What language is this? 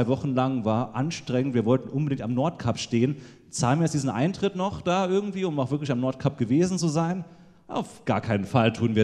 German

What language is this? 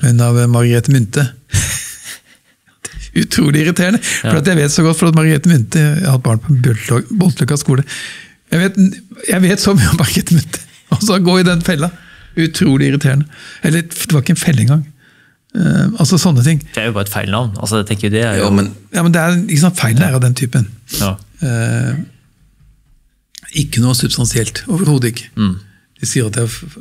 Norwegian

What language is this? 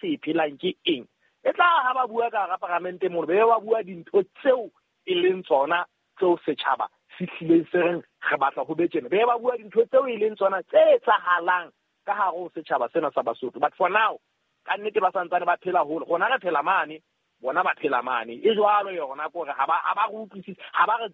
Southern Sotho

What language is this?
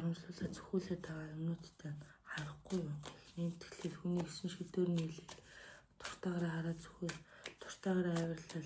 Mongolian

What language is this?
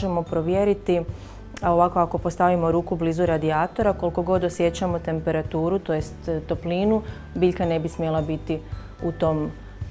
Croatian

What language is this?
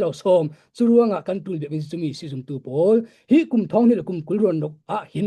Falam Chin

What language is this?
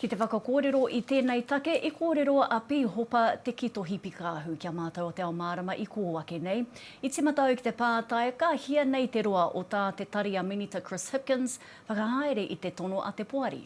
Māori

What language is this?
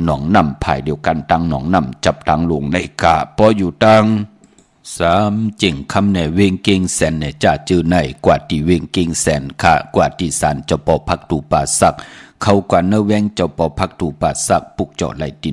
Shan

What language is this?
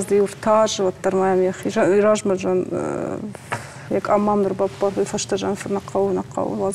Ossetic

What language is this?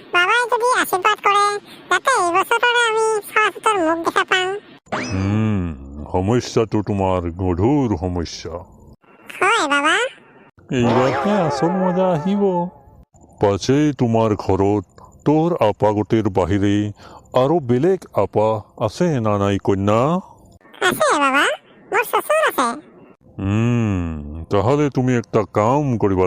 Assamese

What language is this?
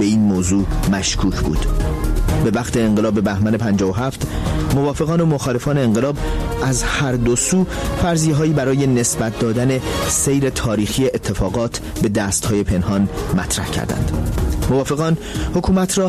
Persian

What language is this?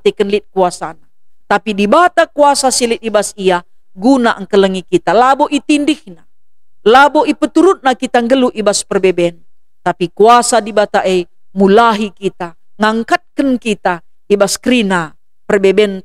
Batak Karo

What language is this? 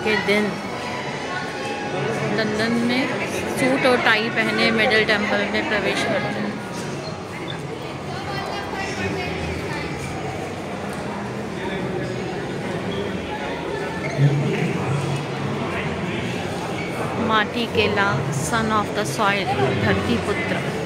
Hindi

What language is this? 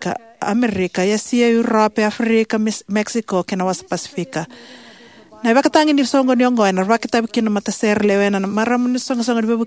Fijian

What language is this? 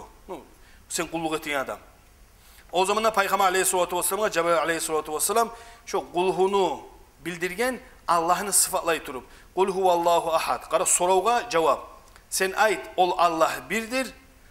Kumyk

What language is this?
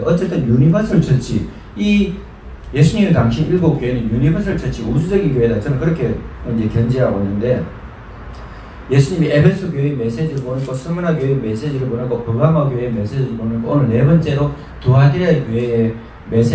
Korean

